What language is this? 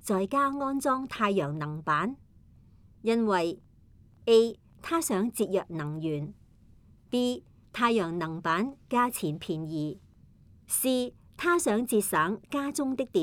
Cantonese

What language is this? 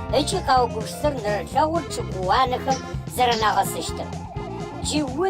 Adyghe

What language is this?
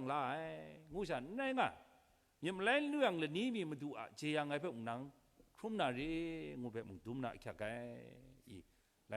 Kachin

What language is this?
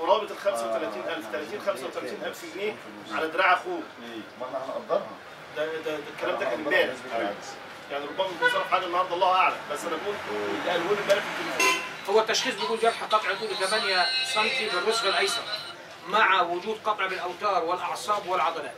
Egyptian Arabic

